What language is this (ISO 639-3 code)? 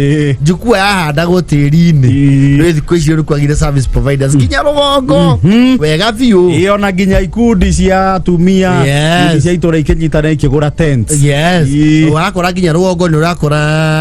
kik